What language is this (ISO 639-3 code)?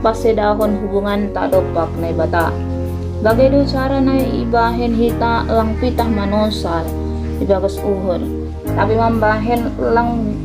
bts